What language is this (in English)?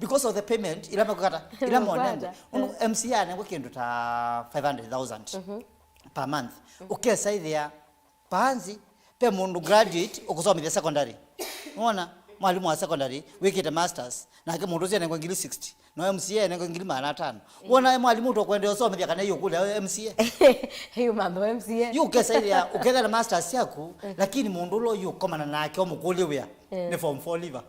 Kamba